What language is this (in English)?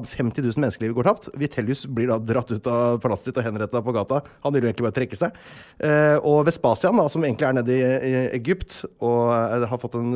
Norwegian